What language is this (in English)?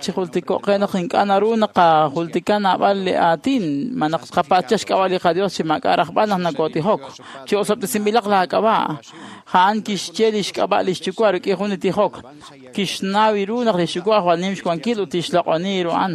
Kekchí